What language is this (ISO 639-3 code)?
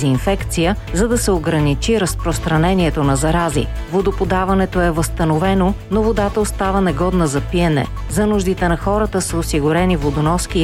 bul